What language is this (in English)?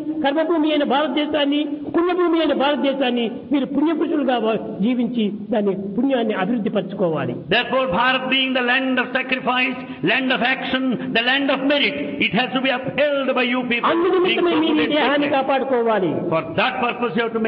Telugu